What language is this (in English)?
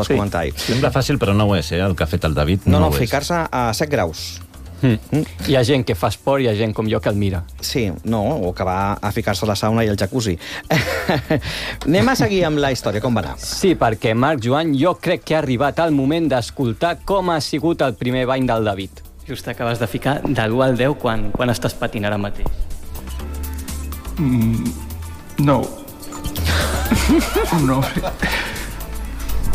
Catalan